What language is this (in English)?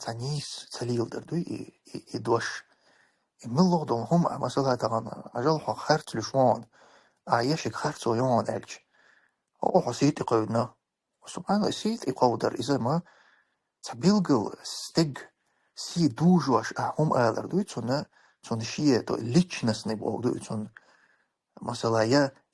Chechen